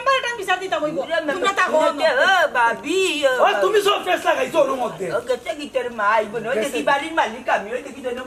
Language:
Sylheti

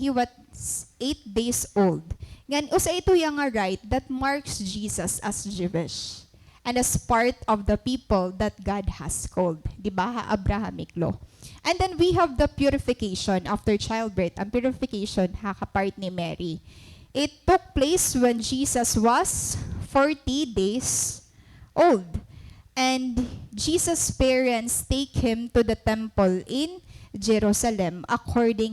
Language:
Waray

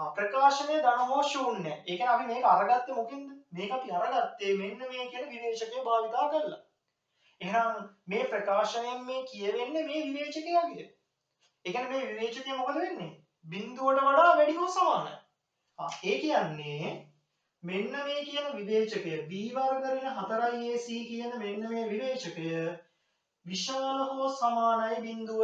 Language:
Sinhala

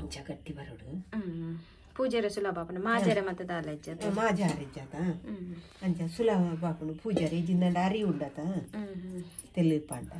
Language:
Tulu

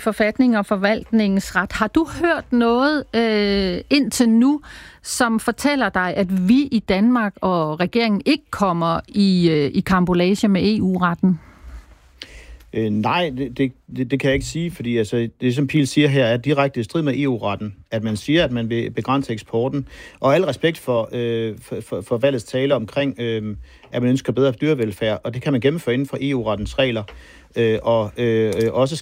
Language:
Danish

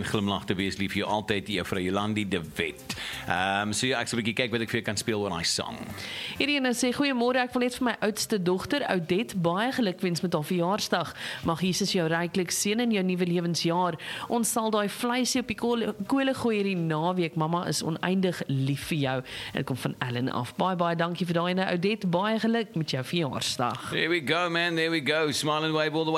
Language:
Afrikaans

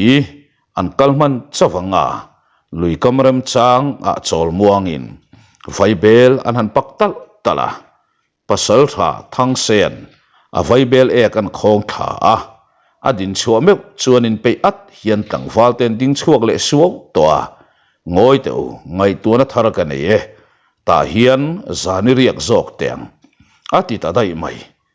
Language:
Mizo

